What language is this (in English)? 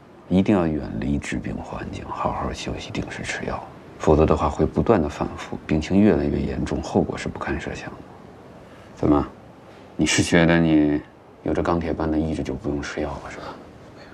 Chinese